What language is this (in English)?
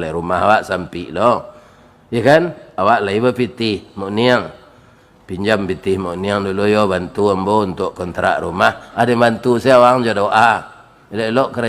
Minangkabau